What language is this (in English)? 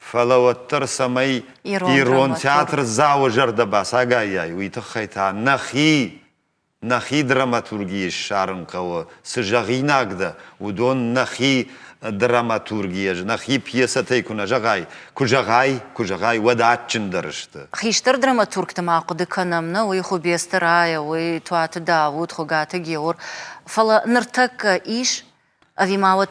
Ossetic